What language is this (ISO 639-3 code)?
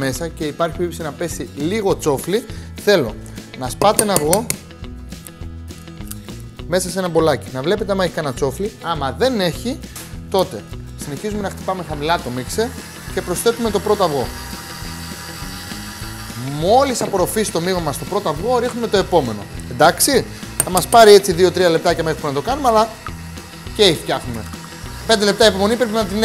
ell